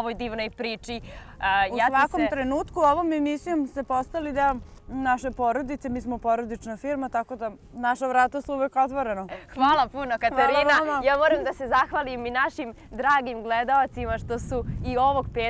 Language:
Serbian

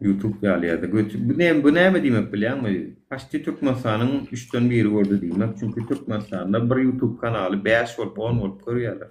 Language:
Turkmen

